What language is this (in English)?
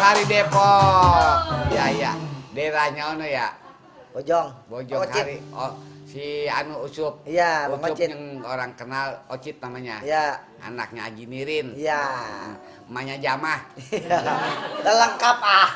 Betawi